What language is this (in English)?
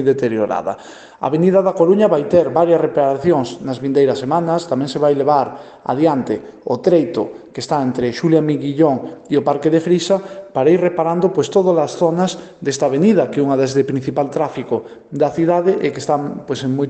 Galician